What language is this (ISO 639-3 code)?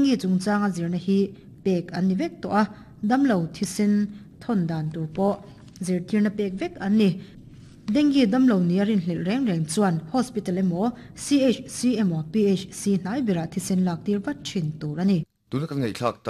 lus